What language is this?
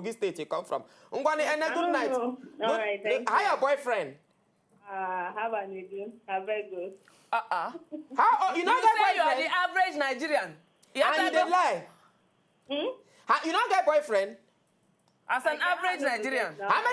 Nigerian Pidgin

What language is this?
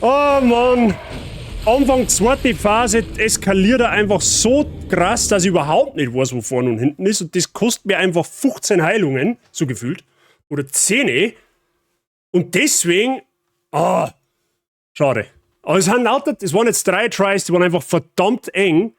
Bavarian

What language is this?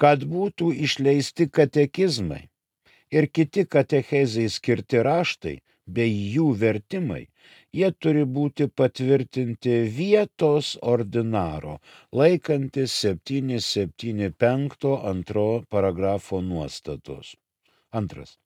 Lithuanian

